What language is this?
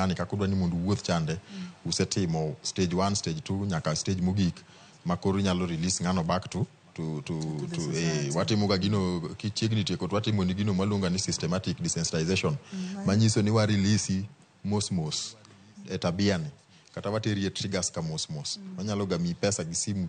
Luo (Kenya and Tanzania)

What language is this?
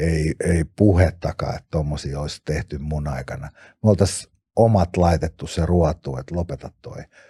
Finnish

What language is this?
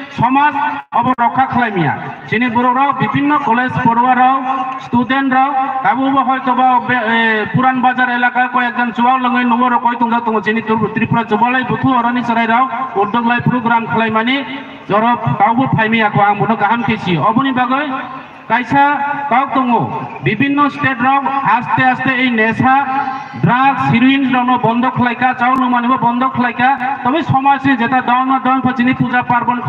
Kok Borok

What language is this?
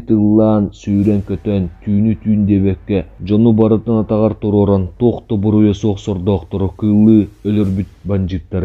Yakut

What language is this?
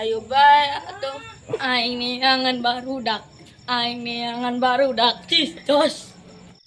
Sundanese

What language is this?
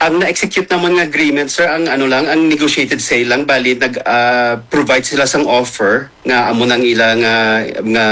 Hiligaynon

